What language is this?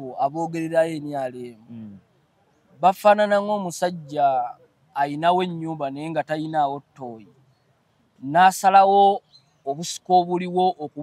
Ganda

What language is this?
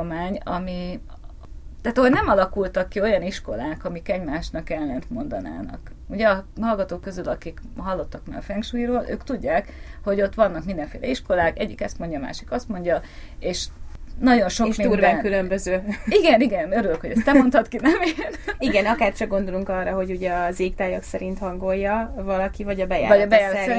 Hungarian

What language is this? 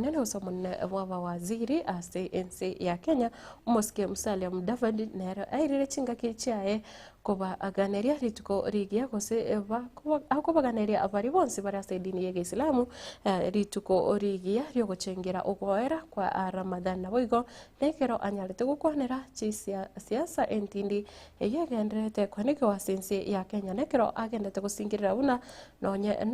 Gusii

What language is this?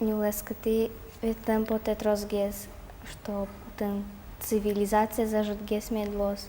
Udmurt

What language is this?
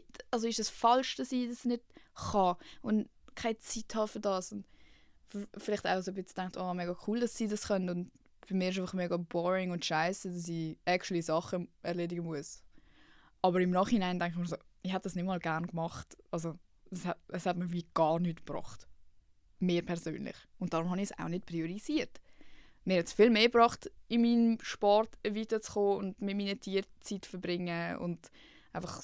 Swiss German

